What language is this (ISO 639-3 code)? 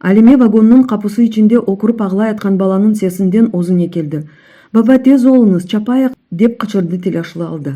crh